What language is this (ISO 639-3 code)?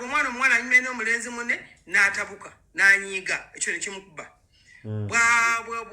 lug